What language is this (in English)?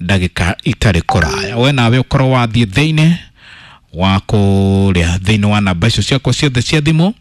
Kikuyu